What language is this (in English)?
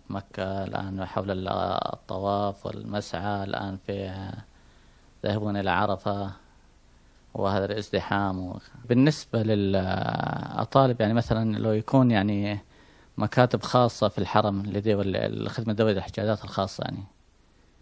Arabic